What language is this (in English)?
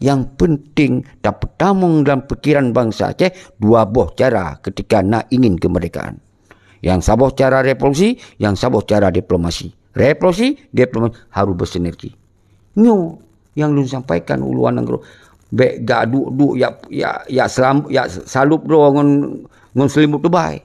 Achinese